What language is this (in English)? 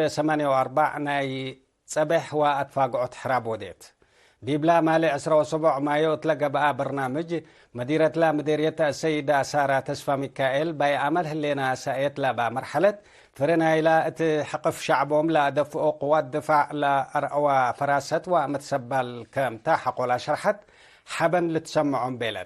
Tigre